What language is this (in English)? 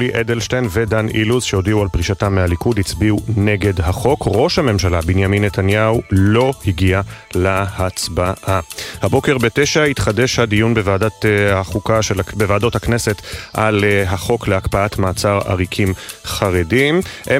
Hebrew